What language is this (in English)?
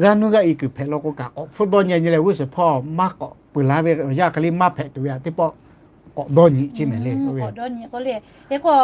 Lahu